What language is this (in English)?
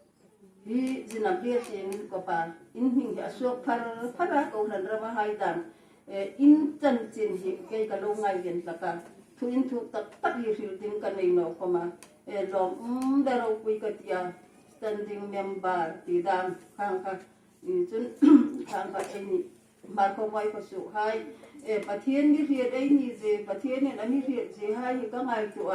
Hmar